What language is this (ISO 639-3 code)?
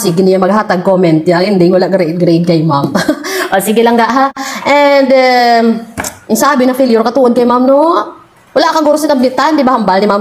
hil